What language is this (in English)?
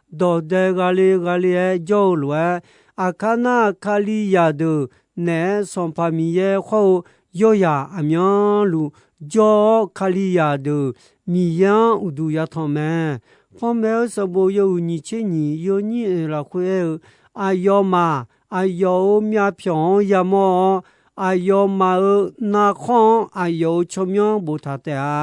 Akha